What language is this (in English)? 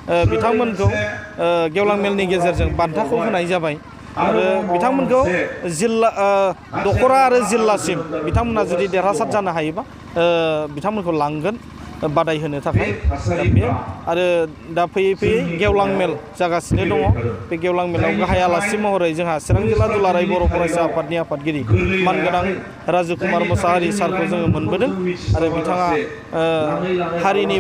Bodo